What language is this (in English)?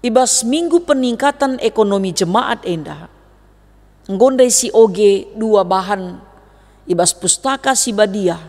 Batak Karo